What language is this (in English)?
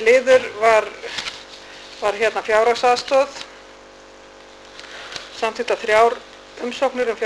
Icelandic